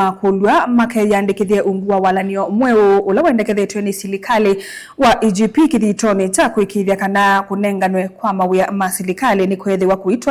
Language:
Kamba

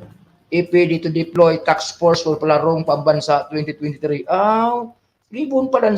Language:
Bikol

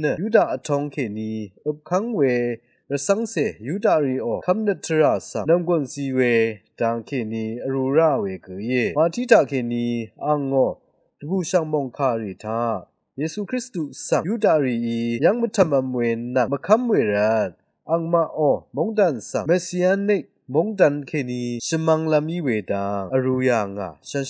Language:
Rawang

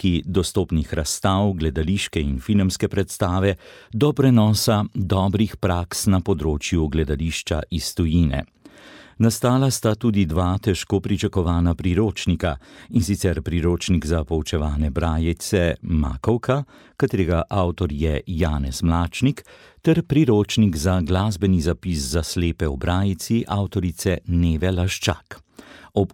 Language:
Slovenian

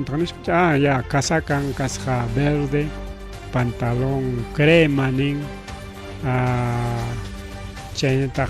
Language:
Ayacucho Quechua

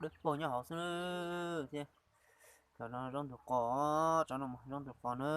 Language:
Hmong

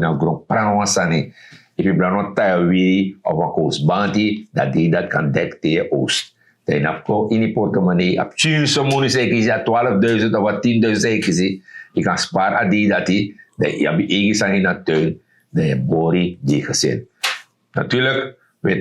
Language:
Sranan Tongo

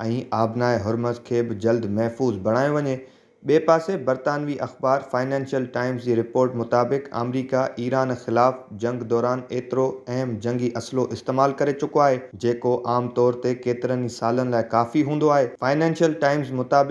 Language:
Sindhi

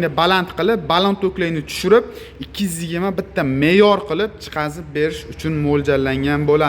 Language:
Uzbek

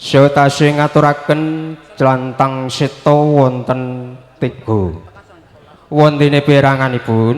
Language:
Javanese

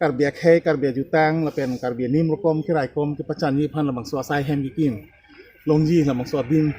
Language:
Karbi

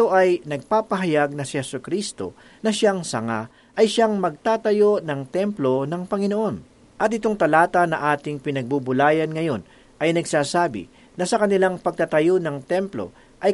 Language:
Filipino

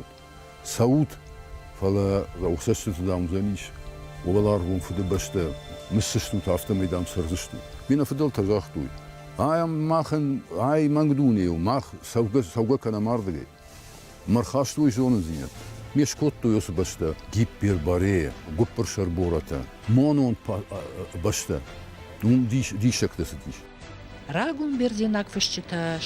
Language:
Ossetic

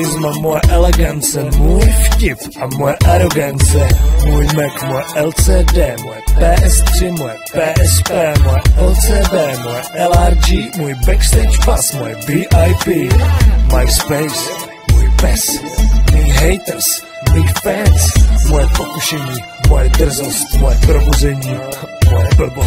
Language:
Czech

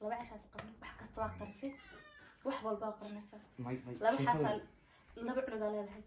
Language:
Somali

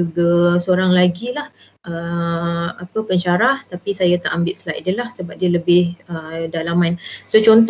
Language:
Malay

